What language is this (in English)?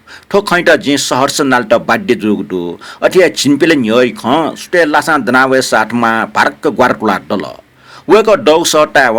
Newari